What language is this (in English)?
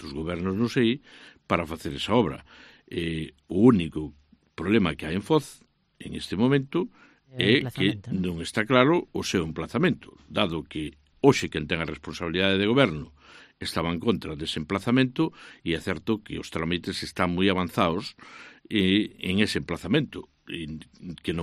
Galician